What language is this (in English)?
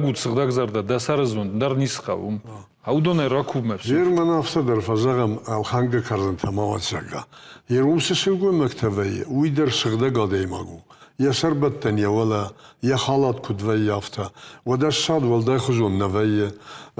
Ossetic